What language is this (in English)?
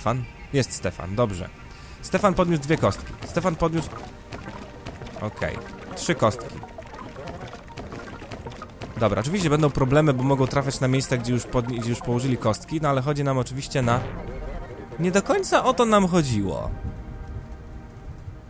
Polish